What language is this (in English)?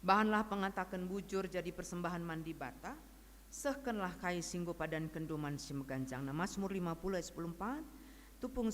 Batak Karo